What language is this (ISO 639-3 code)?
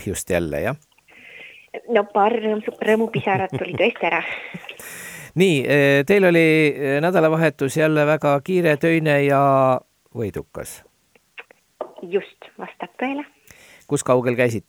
est